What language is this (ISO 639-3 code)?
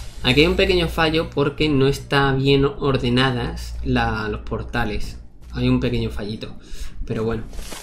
spa